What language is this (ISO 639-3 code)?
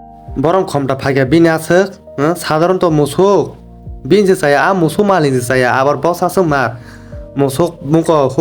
trp